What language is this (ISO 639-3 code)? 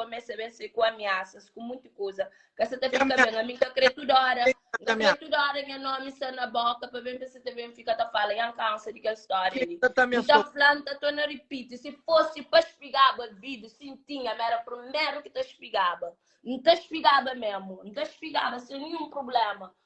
kea